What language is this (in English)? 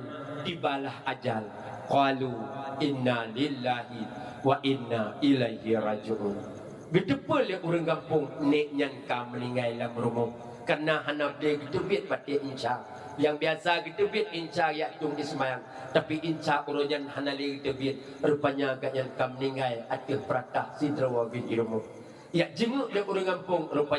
Achinese